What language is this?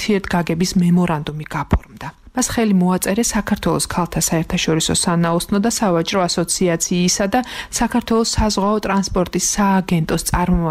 Georgian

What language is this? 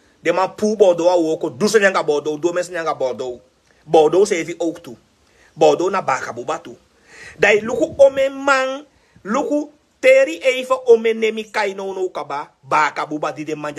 Sranan Tongo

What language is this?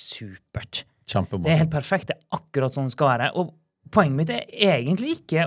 Norwegian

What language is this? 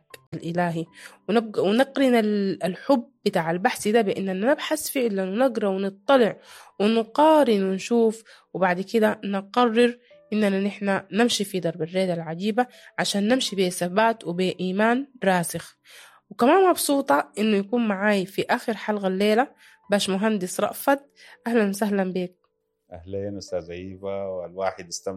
Sudanese Arabic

